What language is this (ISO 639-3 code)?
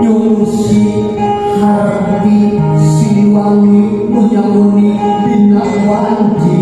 sun